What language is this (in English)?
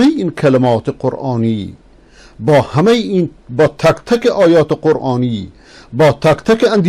Persian